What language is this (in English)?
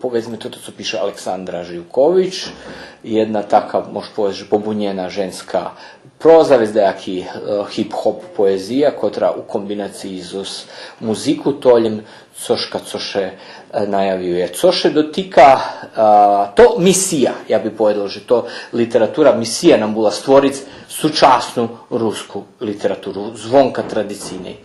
Rusyn